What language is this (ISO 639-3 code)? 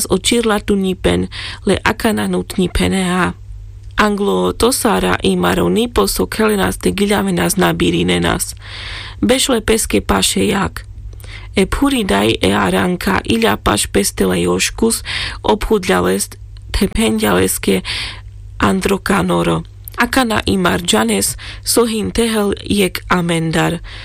rmc